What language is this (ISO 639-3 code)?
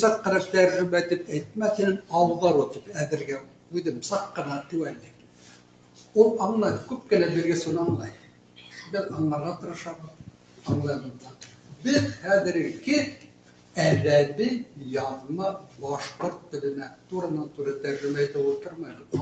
bak